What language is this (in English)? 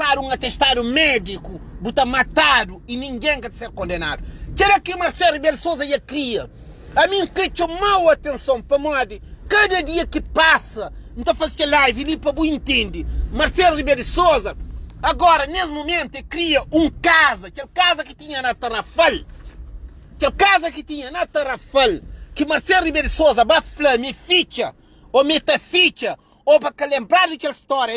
Kabuverdianu